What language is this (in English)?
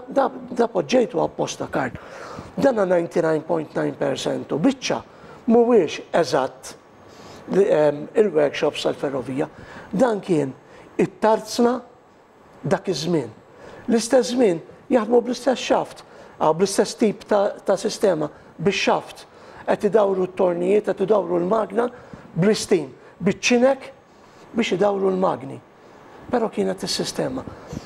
Maltese